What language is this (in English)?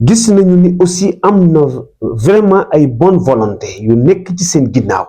Wolof